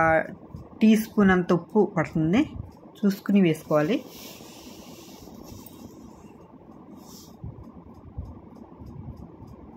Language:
Telugu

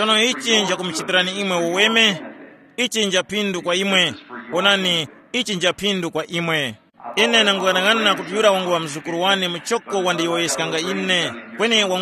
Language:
Tumbuka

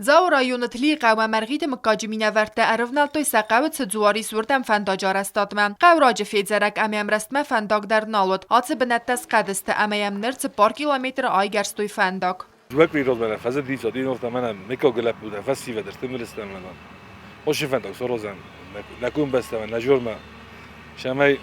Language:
Ossetic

